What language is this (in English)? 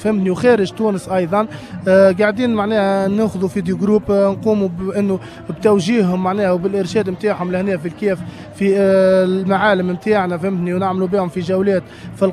Tunisian Arabic